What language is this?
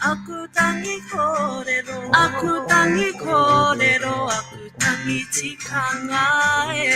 Māori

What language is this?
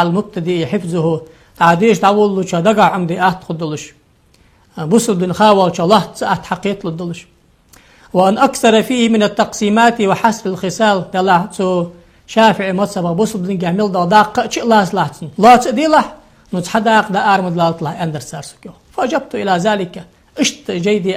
Ingush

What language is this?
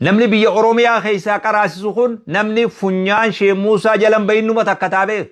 Oromo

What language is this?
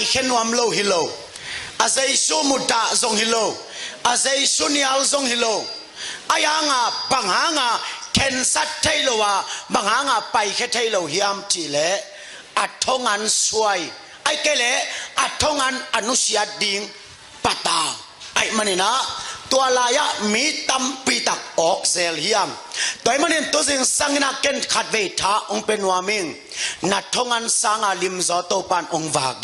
Tedim Chin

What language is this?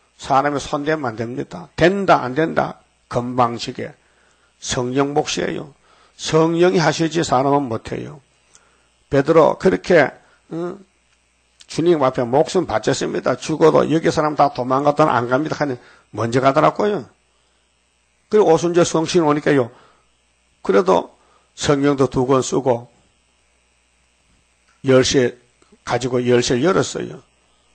Korean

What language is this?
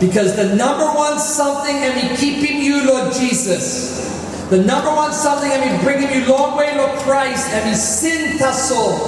Tok Pisin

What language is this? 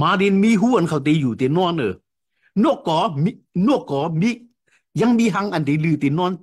Shan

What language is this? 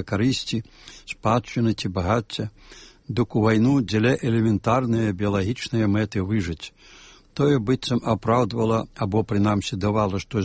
Belarusian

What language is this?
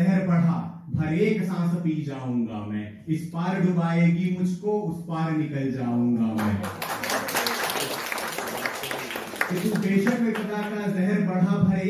Hindi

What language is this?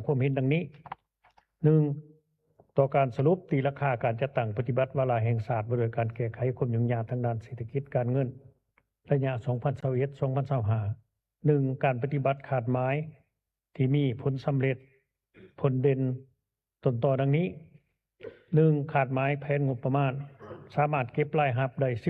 Lao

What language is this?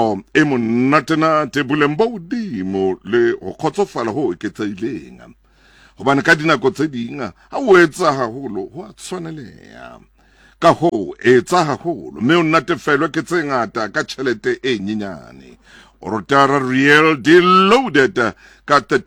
Southern Sotho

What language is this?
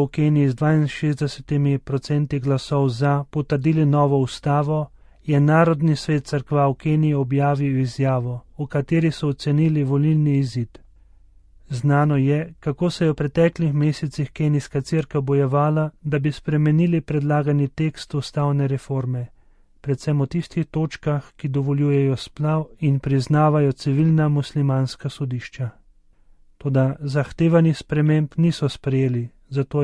Slovenian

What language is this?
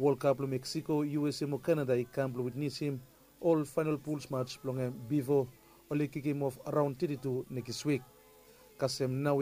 Bislama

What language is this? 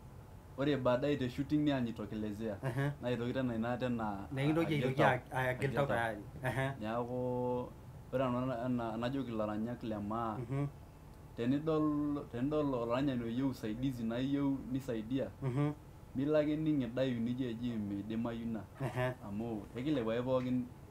Masai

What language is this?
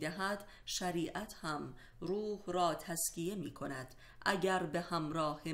Persian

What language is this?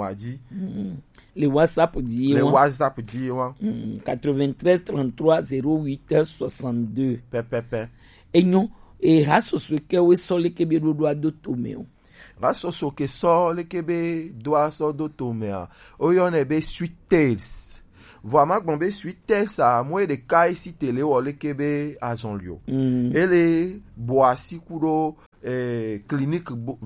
Gen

